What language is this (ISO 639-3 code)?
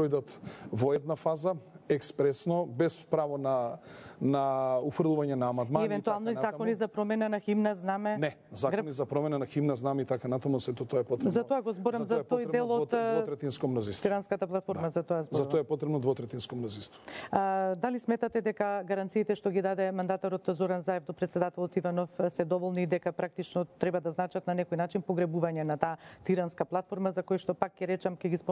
mkd